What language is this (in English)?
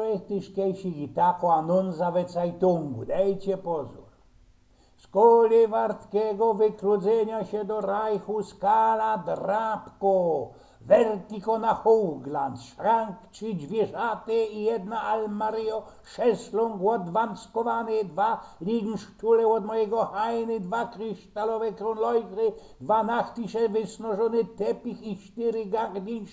Silesian